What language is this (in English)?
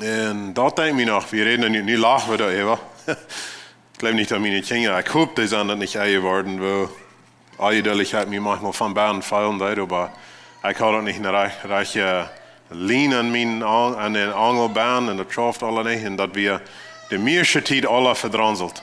Plautdietsch